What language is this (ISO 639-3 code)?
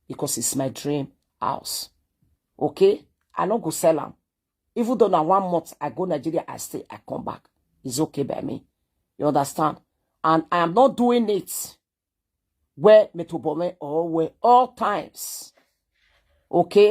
pcm